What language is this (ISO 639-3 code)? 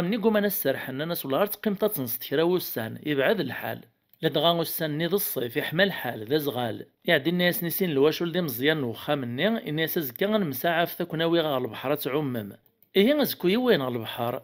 kab